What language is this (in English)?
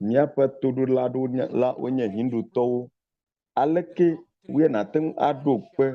Ewe